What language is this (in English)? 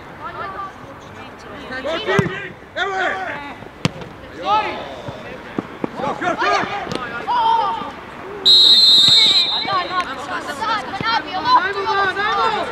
Croatian